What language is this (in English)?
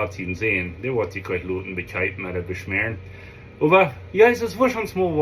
Plautdietsch